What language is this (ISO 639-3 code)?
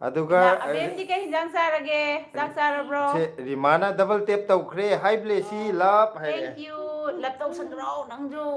mni